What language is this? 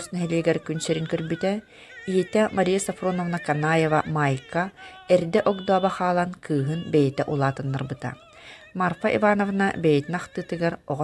Yakut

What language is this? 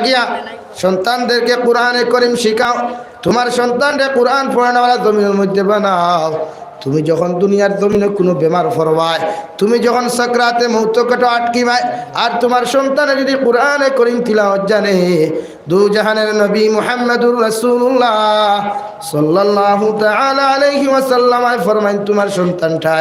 Sylheti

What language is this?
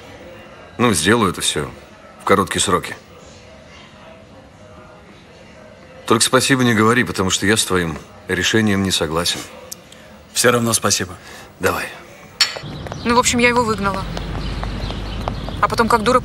Russian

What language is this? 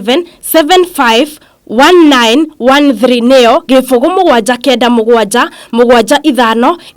Kikuyu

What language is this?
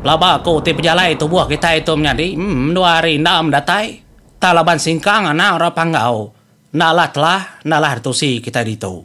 Iban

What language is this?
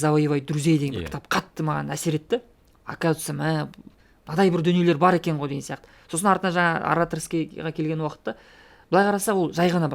Kazakh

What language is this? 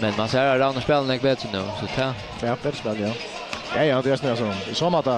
Faroese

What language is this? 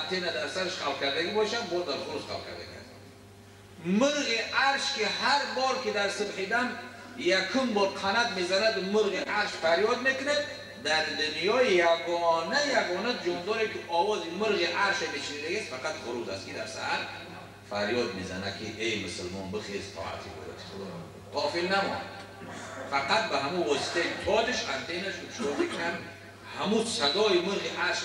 Tajik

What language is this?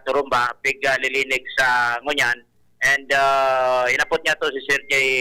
Bikol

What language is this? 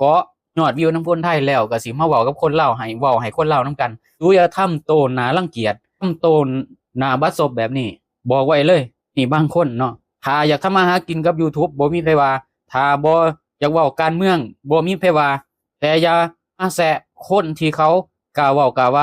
Lao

